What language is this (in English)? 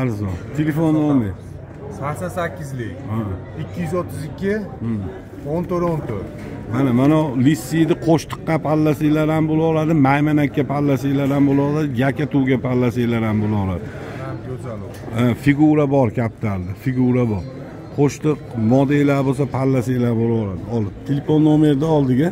Uzbek